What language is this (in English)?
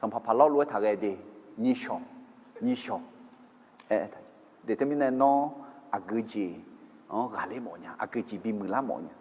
Akha